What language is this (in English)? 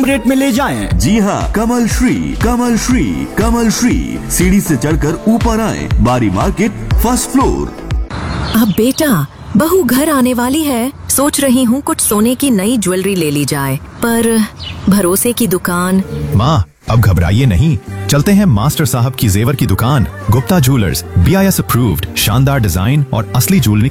Hindi